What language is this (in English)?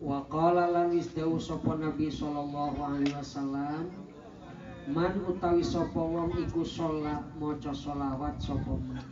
Sundanese